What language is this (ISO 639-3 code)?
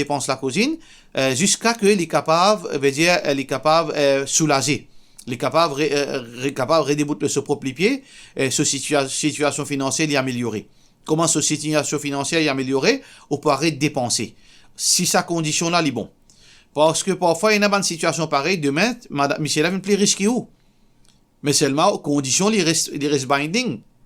mfe